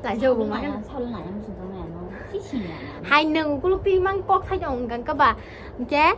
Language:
Kok Borok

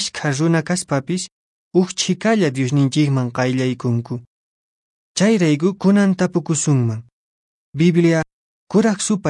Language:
Quechua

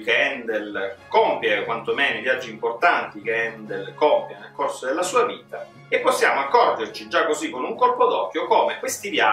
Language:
Italian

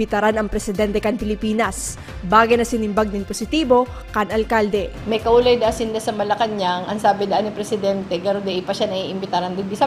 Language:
Bikol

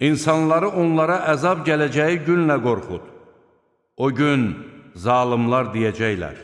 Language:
Azerbaijani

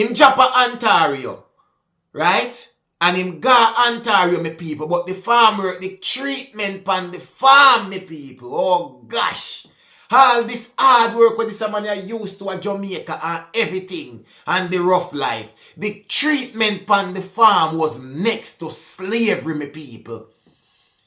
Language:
Jamaican Creole English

